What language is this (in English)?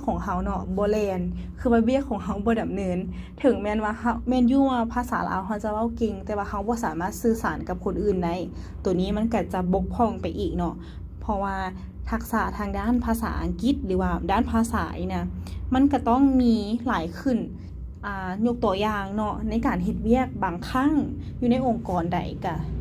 Lao